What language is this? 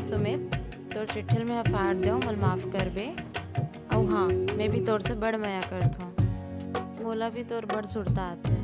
Chhattisgarhi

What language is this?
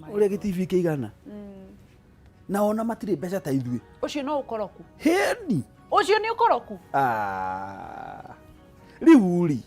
Kikuyu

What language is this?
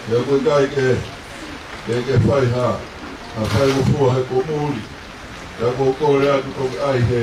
Tongan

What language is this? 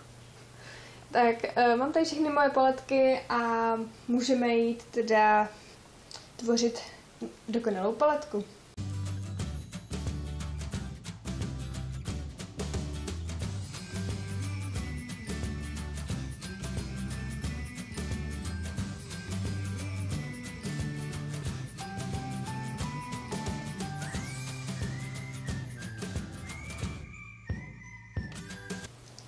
Czech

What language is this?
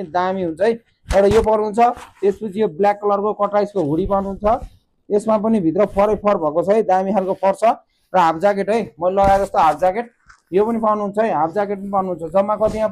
Nepali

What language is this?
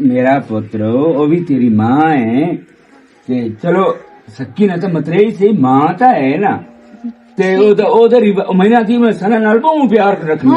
Western Panjabi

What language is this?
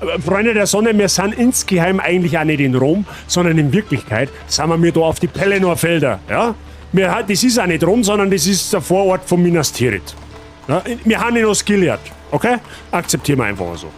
Bavarian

